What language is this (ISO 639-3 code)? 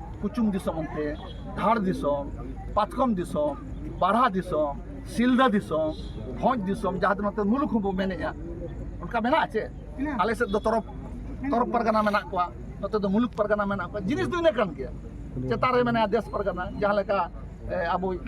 sat